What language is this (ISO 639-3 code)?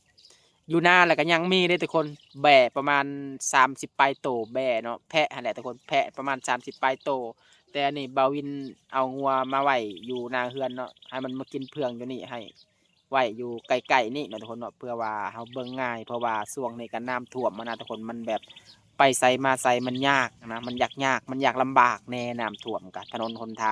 lao